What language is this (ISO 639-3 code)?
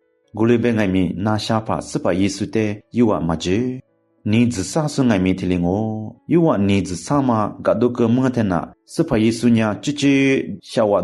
lis